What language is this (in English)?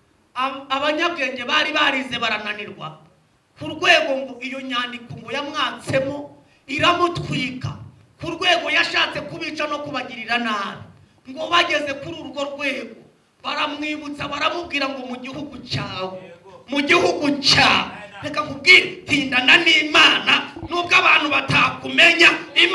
Kinyarwanda